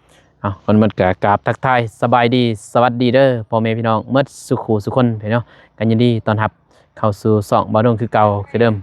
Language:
Lao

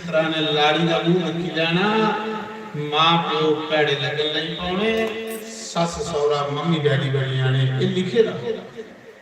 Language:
Dogri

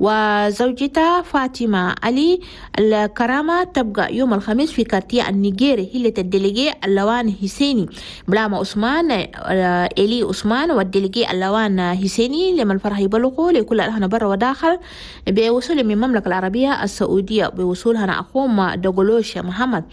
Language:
Chadian Arabic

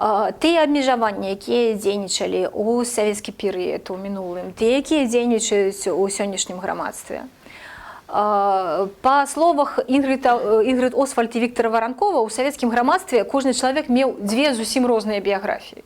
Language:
Belarusian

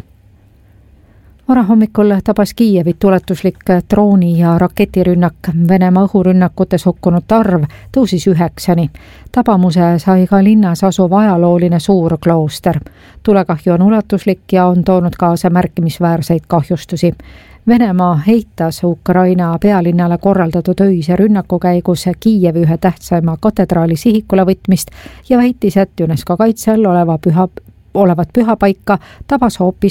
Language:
Estonian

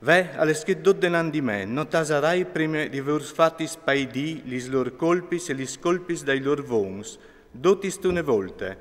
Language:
Friulian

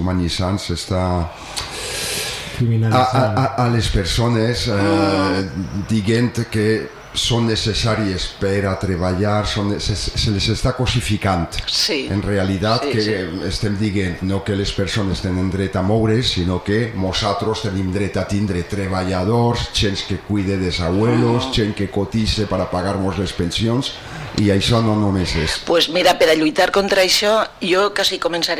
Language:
Catalan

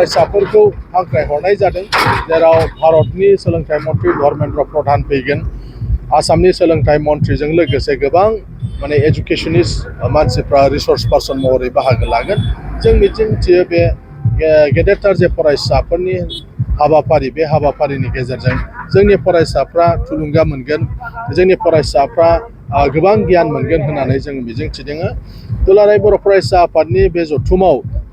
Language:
Bodo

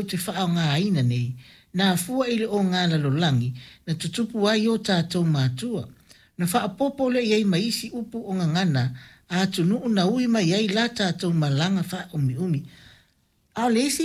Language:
Samoan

